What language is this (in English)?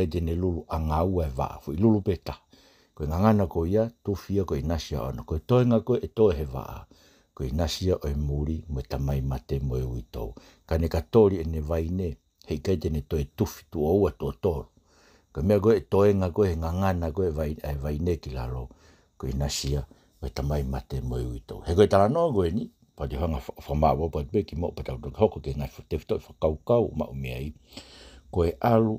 Tongan